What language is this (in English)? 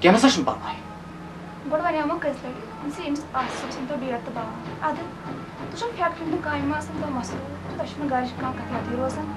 Kashmiri